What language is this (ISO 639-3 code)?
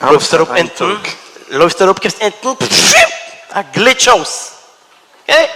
yid